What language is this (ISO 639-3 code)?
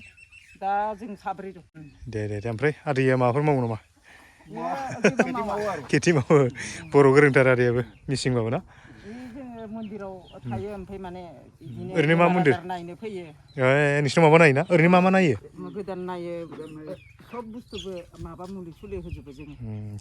brx